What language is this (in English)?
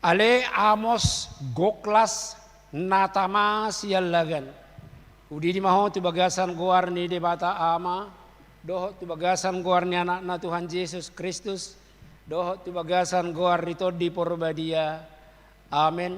Batak Toba